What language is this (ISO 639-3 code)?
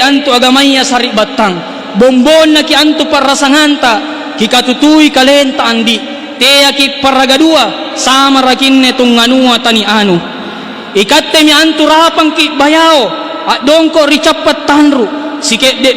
mak